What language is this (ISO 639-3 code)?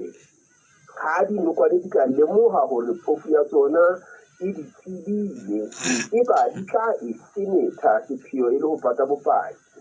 sot